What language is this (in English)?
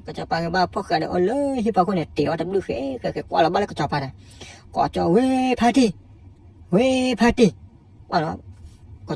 S'gaw Karen